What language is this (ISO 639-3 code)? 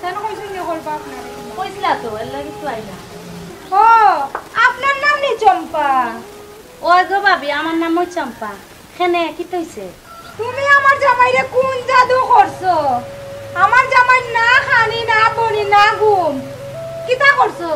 syl